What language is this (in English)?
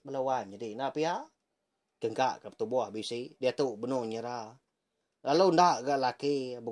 Iban